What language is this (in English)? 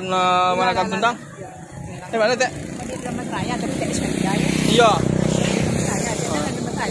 Minangkabau